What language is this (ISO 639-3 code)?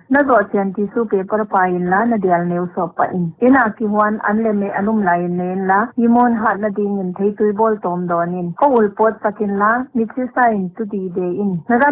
pck